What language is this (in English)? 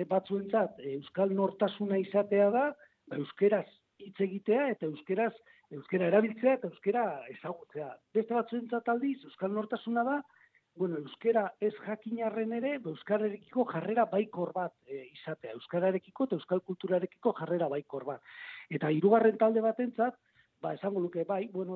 Basque